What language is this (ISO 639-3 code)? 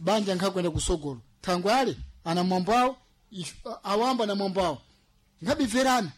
seh